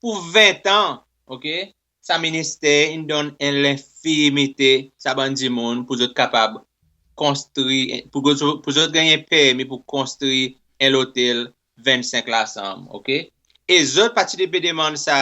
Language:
Seselwa Creole French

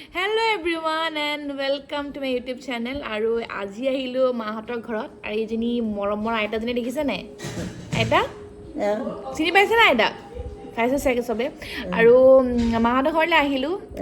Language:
Assamese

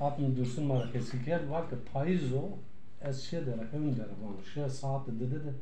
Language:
Zaza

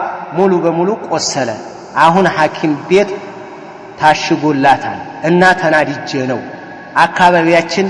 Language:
Amharic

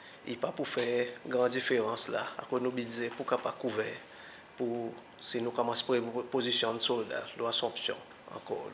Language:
Seselwa Creole French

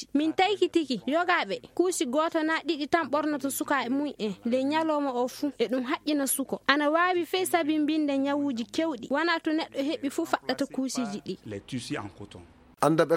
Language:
Maasina Fulfulde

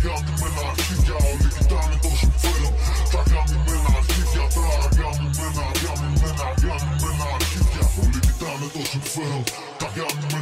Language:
Greek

